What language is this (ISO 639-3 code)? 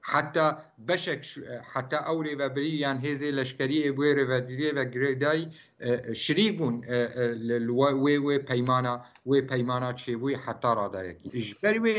kur